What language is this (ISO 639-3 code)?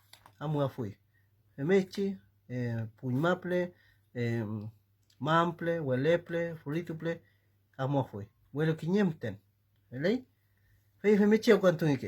arn